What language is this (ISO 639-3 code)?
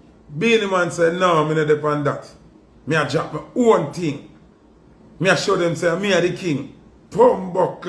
jam